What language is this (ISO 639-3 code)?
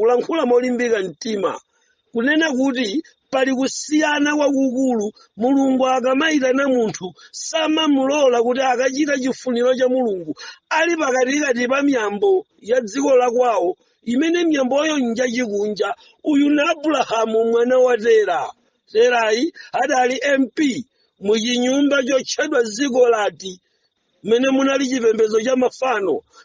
nya